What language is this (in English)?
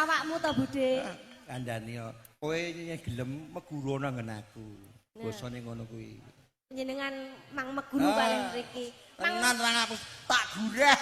Javanese